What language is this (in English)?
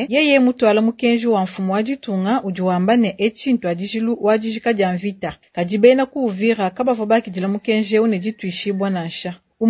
Luba-Lulua